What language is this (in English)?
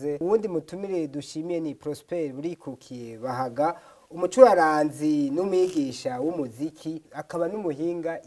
Rundi